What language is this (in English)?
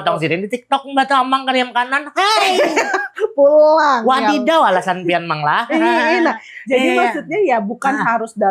Banjar